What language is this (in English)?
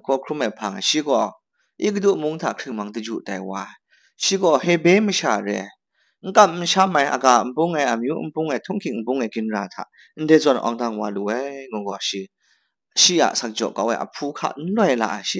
Kachin